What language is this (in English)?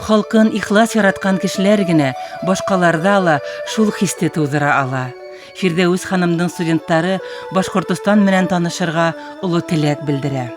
Bashkir